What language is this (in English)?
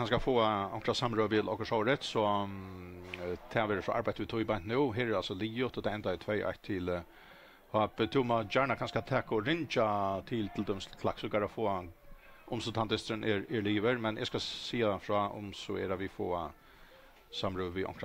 Faroese